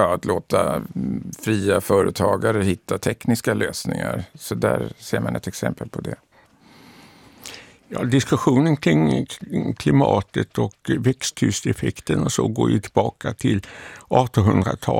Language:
Swedish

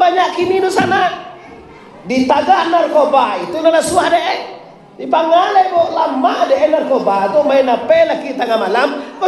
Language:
Minangkabau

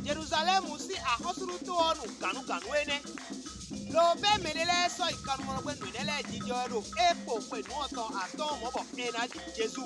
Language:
Fon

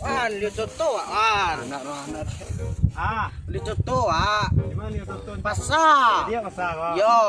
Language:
Minangkabau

